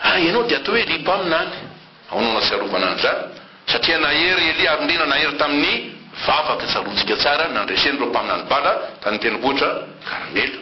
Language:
Malagasy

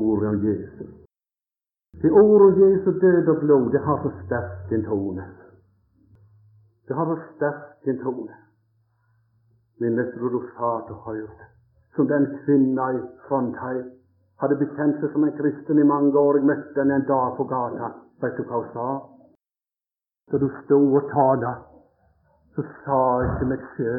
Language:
Norwegian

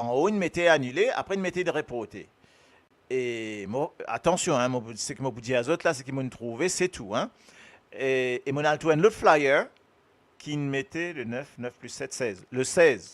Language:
Morisyen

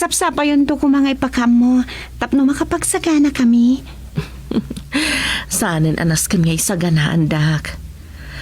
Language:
Iloko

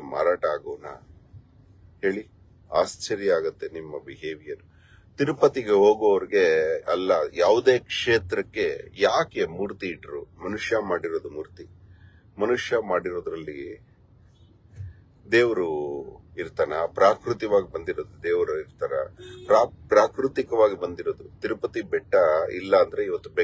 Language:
Kannada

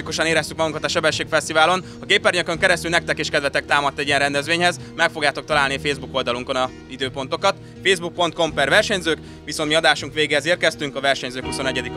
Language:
Hungarian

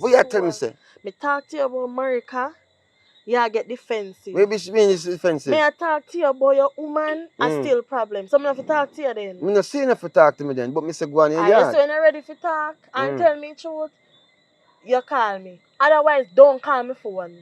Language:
Jamaican Creole English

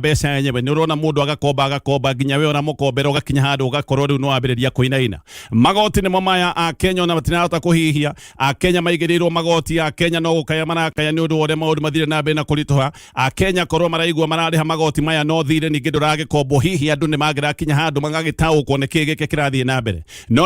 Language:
Kikuyu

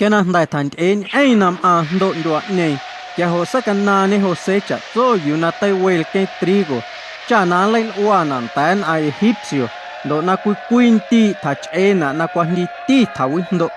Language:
Guerrero Amuzgo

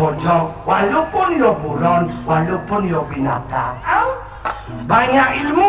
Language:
Balinese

